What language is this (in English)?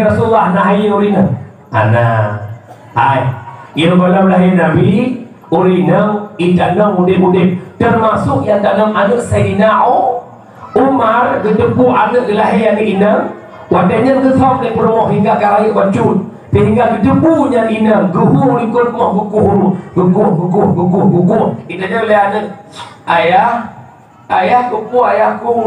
Achinese